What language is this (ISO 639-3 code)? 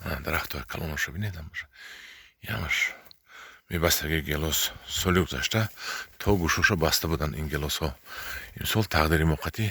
tgk